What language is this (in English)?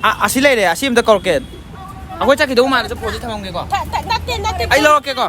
Manipuri